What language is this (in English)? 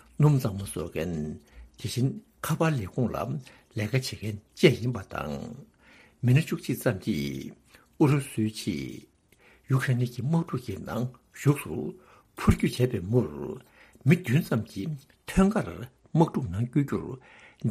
Tibetan